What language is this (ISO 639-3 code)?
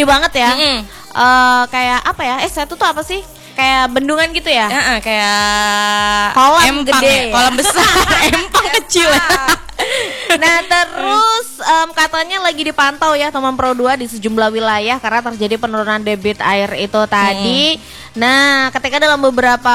ind